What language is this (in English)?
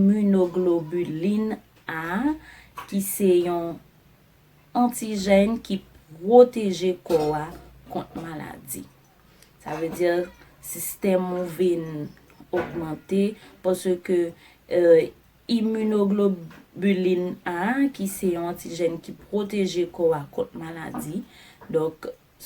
Haitian Creole